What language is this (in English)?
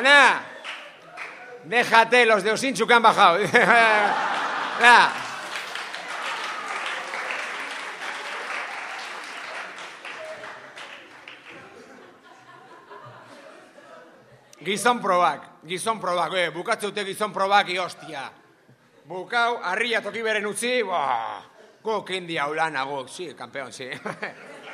Basque